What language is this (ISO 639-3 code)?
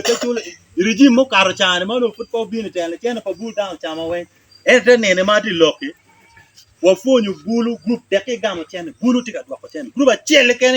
ach